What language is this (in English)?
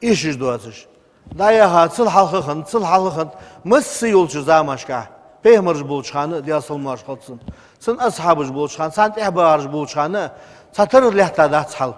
Ingush